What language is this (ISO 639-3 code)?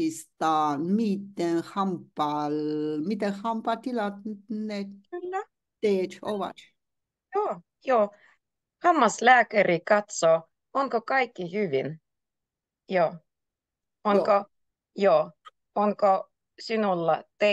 fin